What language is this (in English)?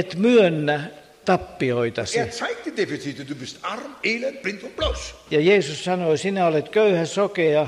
Finnish